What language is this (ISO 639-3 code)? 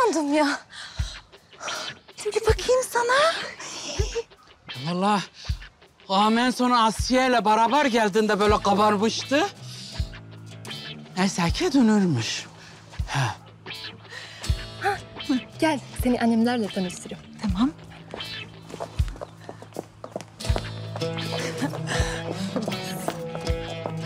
tur